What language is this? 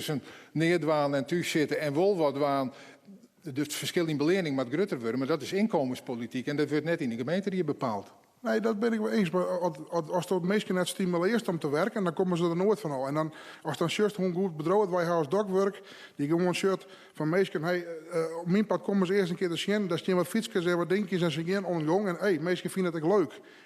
Western Frisian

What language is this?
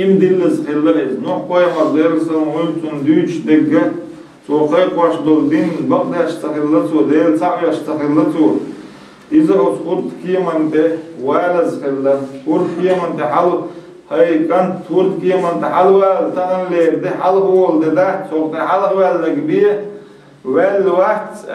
Chechen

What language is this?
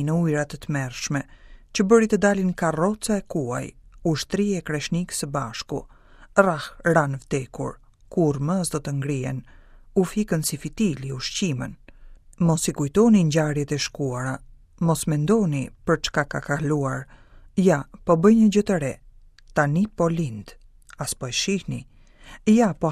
Albanian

